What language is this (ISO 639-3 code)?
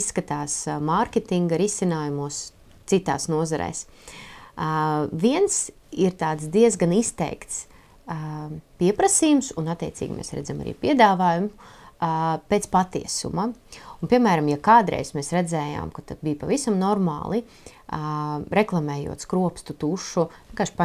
lav